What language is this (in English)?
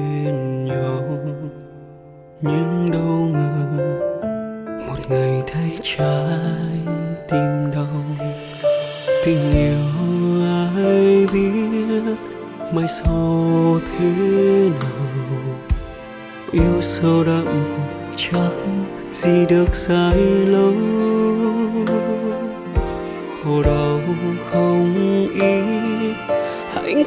Vietnamese